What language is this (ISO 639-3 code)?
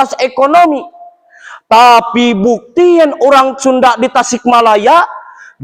sun